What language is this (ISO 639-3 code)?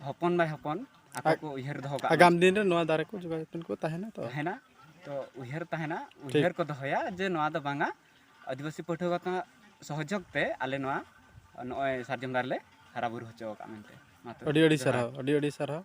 sat